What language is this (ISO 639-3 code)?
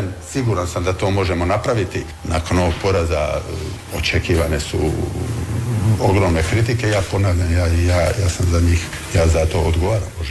hrv